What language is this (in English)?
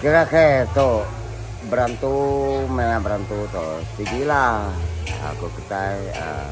Iban